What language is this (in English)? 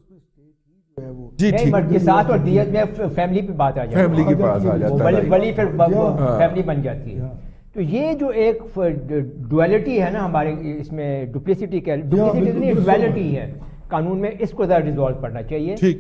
Urdu